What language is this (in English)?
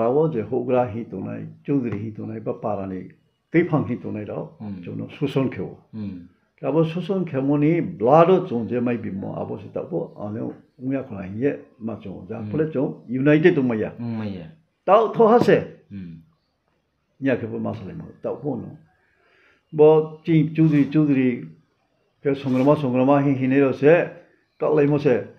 Riang (India)